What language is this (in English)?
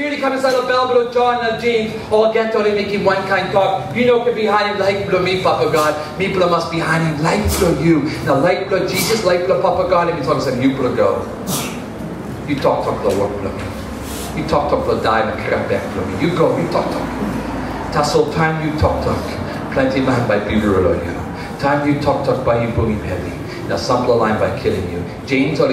Tok Pisin